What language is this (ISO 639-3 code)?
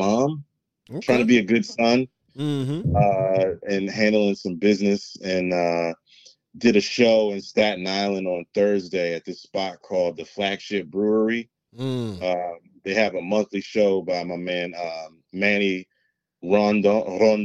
eng